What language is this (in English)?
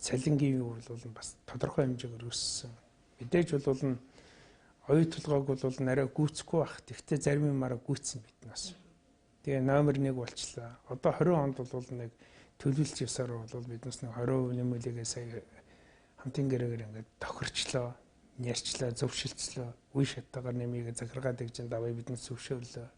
Mongolian